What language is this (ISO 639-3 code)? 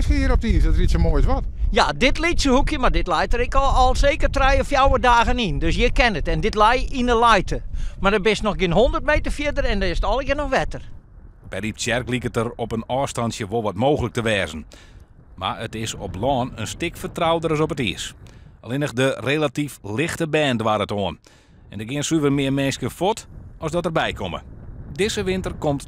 fry